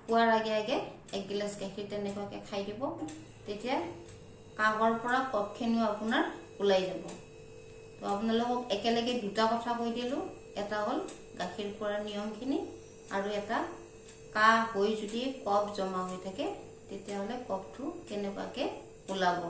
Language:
Assamese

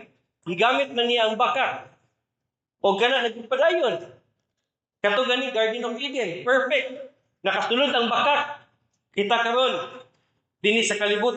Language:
Cebuano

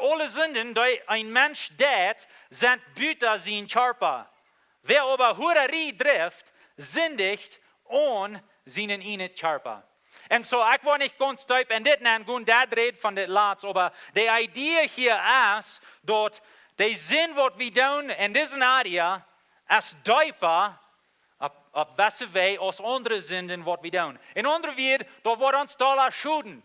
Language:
Plautdietsch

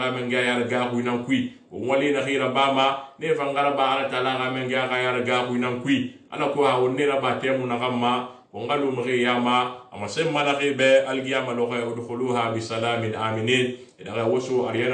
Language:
Susu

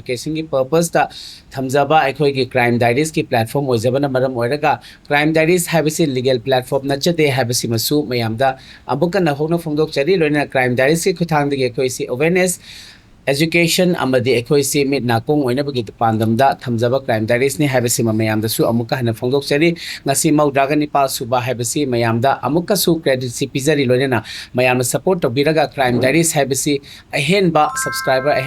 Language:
Manipuri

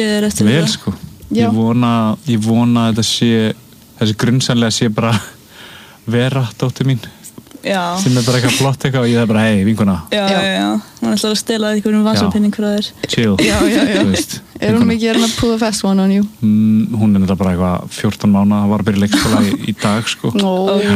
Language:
Icelandic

